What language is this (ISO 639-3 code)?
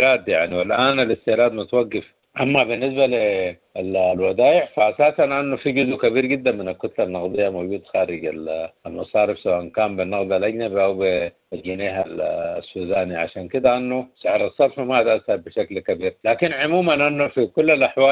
apd